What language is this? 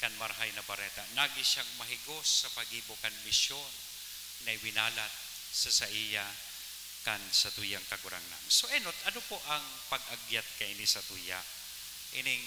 Bikol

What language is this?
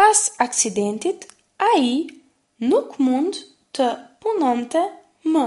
Albanian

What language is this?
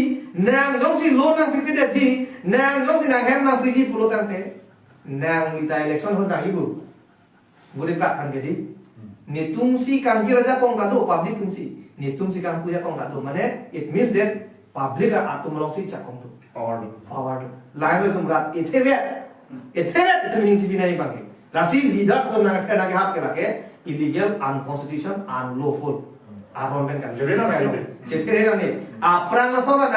Karbi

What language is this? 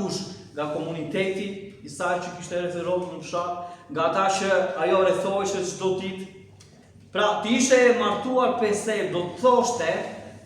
Albanian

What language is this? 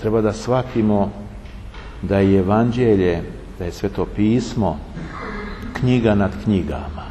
Serbian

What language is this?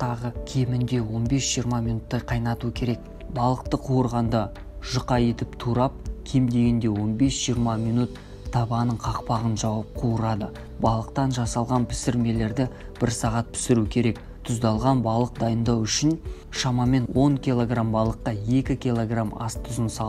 Kazakh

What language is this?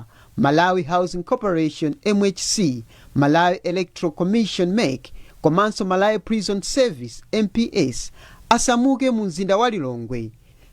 Nyanja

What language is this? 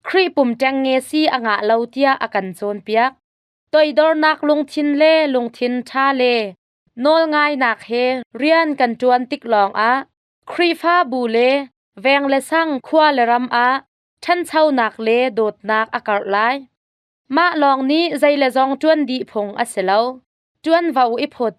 Hakha Chin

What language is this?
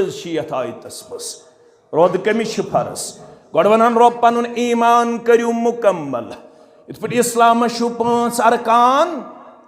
Kashmiri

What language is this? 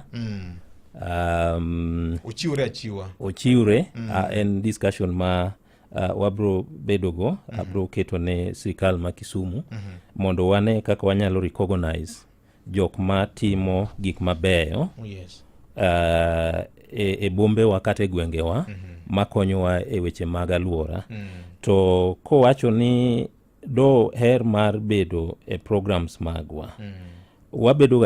Luo (Kenya and Tanzania)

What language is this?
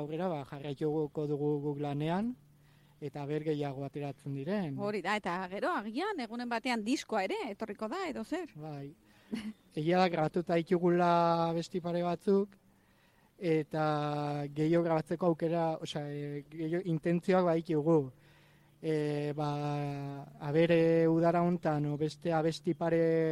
Basque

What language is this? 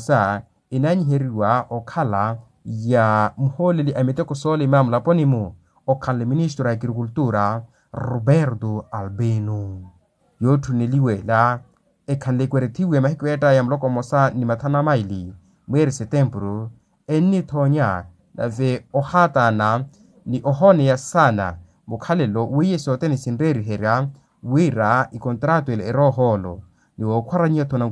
Makhuwa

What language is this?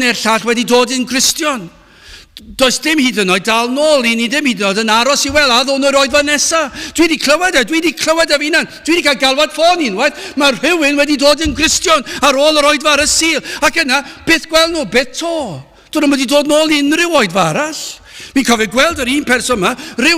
Welsh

